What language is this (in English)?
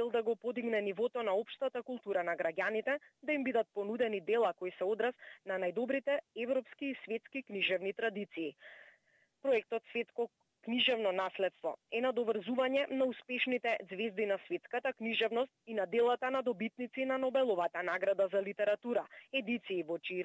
Macedonian